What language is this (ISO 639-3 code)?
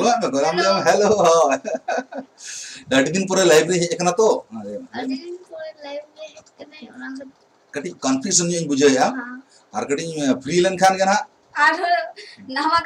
sat